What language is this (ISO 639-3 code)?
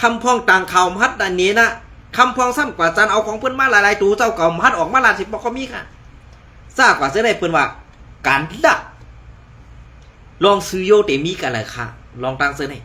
shn